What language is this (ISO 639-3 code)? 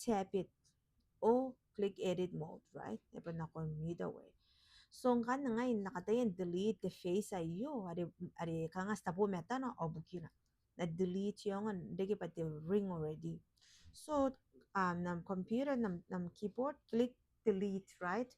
gil